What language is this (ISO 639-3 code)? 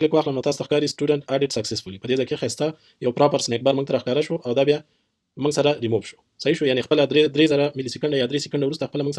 pus